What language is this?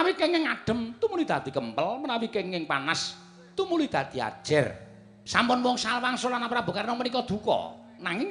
Javanese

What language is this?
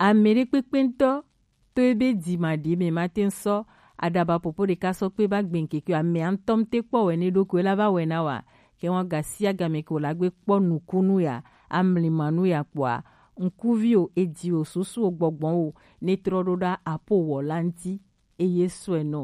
Gen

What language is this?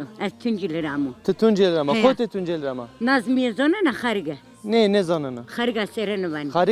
Zaza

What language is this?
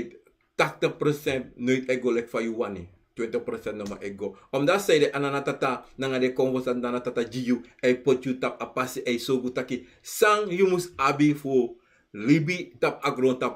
Sranan Tongo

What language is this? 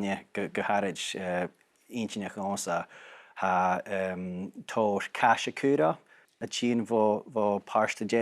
Scottish Gaelic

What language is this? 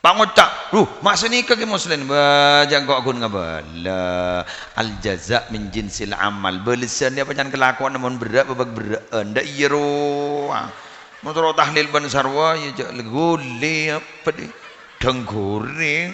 Madurese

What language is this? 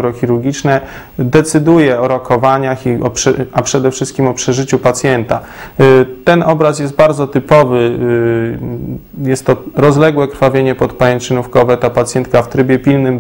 Polish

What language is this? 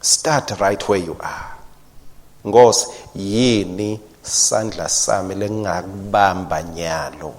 Swati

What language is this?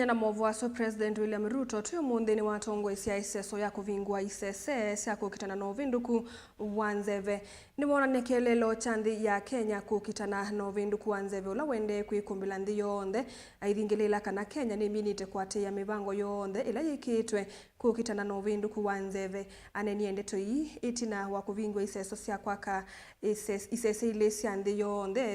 Kamba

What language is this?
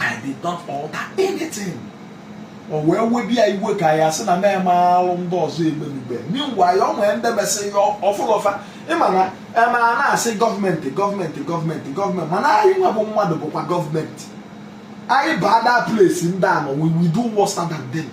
Igbo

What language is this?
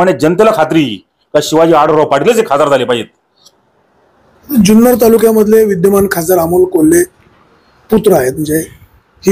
Marathi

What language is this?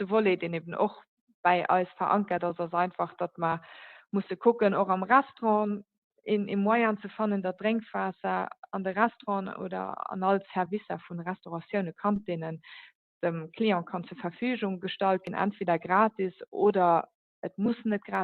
Luxembourgish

